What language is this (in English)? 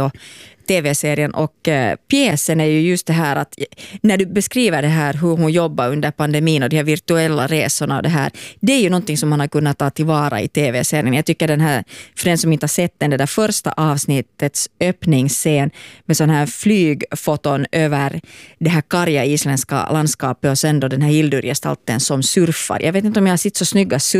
Swedish